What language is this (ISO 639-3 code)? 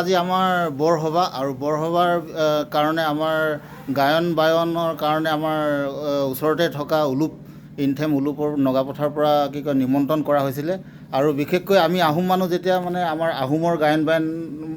asm